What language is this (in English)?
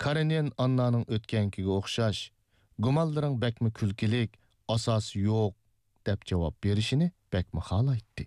Uyghur